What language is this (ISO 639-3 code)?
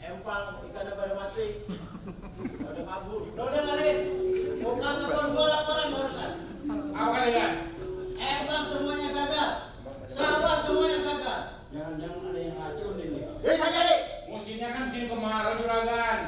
bew